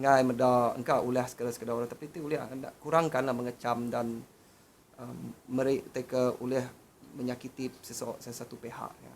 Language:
Iban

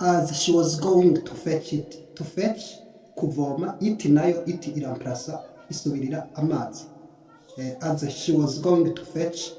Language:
Rundi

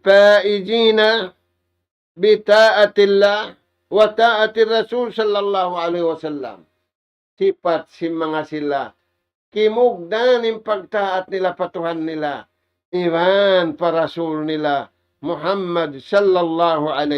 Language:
Tausug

